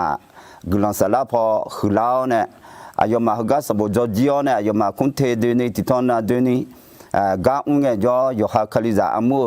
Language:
Akha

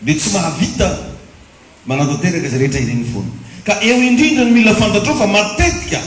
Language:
Malagasy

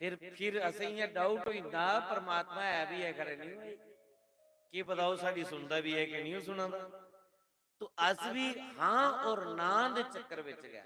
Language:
Dogri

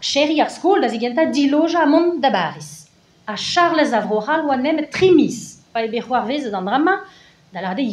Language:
Breton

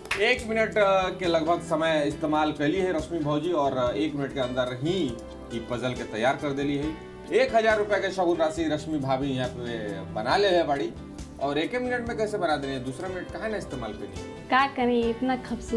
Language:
Bhojpuri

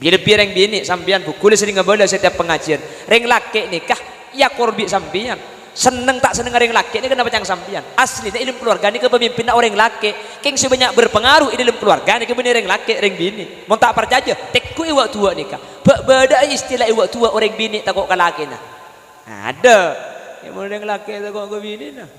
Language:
Madurese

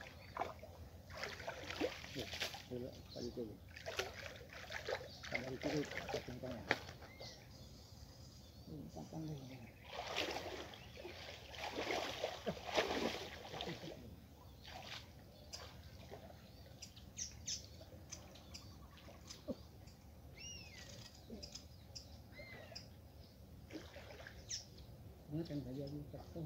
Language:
Indonesian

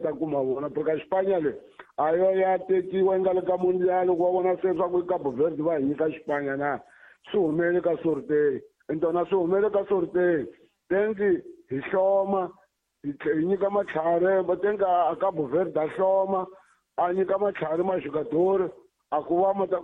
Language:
Tsonga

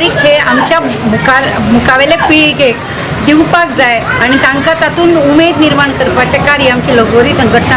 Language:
Konkani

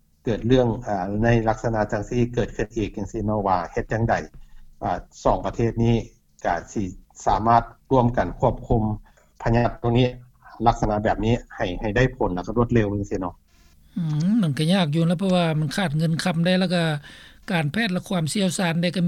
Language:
Lao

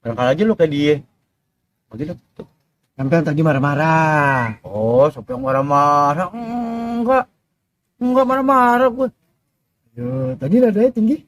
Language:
Betawi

